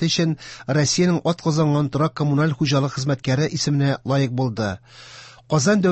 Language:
Tatar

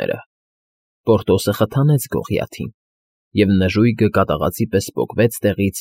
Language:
Armenian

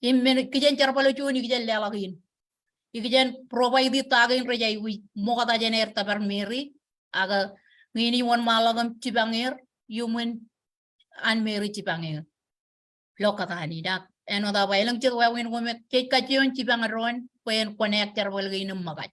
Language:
Marshallese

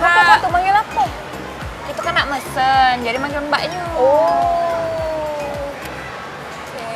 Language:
Musi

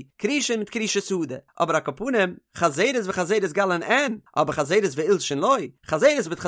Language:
Yiddish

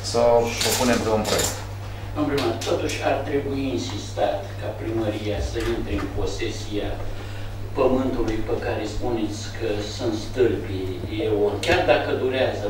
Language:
Romanian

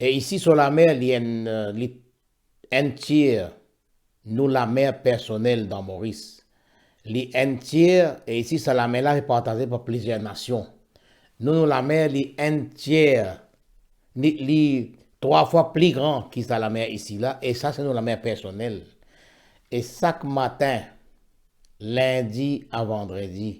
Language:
Morisyen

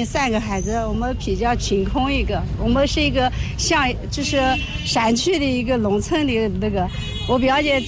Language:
Chinese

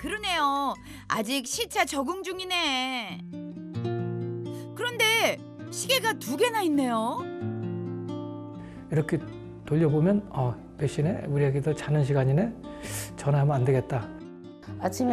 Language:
Korean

